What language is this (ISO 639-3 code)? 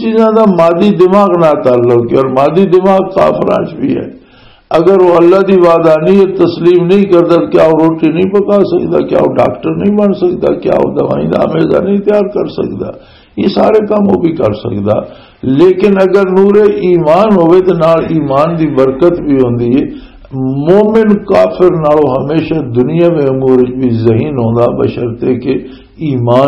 lah